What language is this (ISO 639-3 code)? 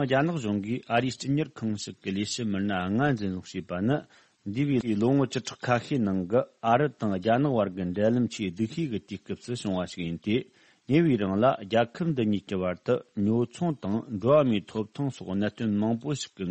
bod